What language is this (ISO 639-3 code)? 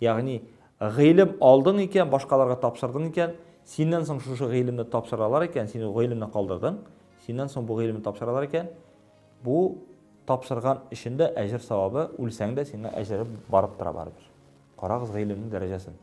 tat